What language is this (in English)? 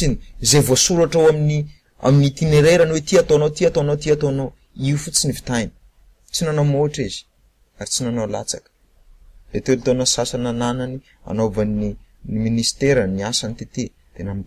Malagasy